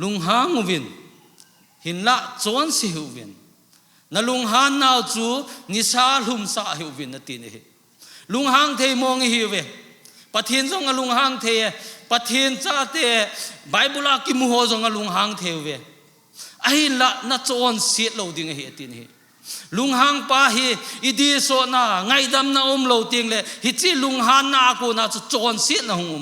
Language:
Thado Chin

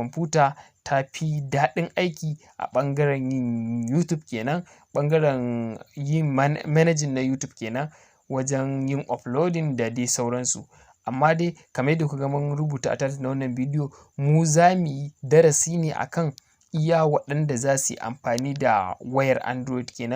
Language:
Hausa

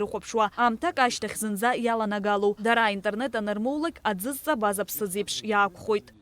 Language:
Abkhazian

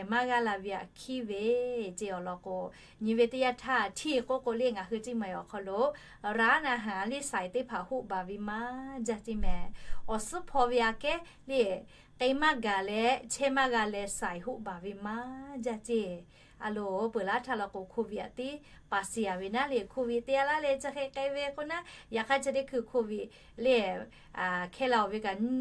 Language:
Lahu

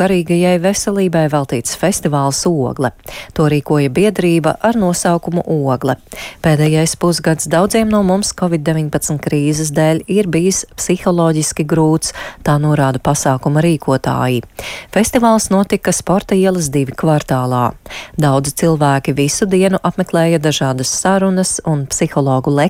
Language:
Latvian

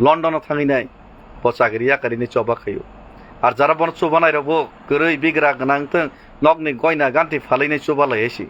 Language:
Kok Borok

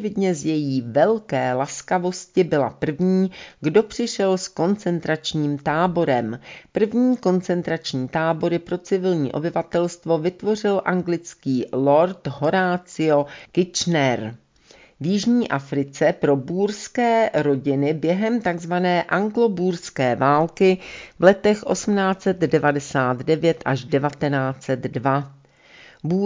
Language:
Czech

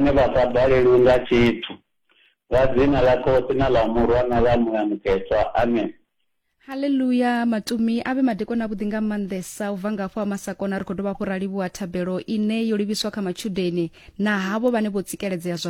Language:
Venda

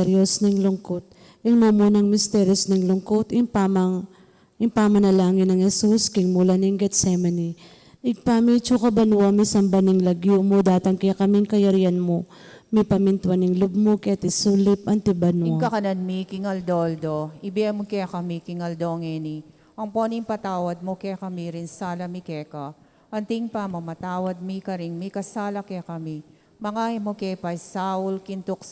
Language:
Pampanga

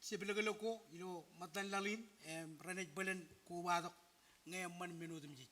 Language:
Marshallese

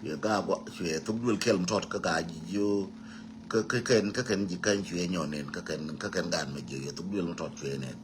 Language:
Nuer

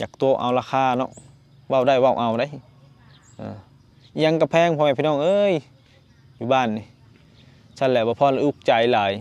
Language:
Lao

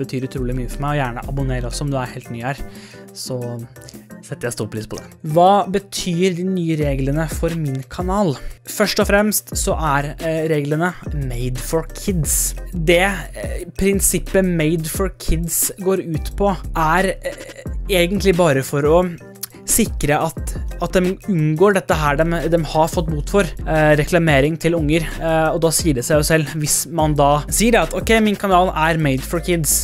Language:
Norwegian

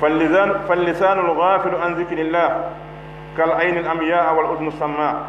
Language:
Pular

